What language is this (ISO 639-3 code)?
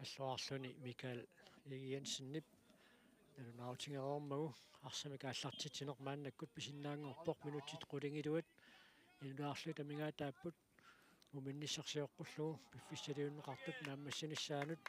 kal